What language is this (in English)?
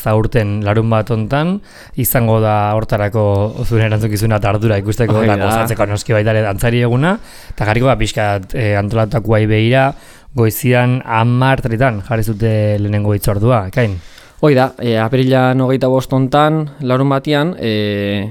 Basque